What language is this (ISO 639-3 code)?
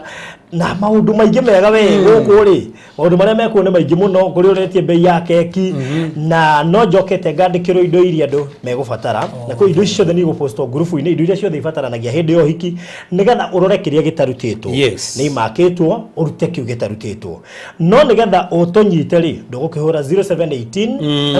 kik